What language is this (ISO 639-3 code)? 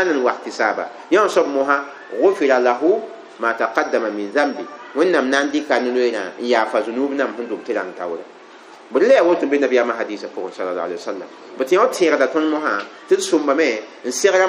mos